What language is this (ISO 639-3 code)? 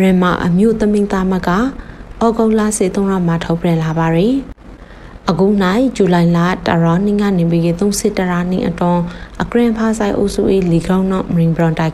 mya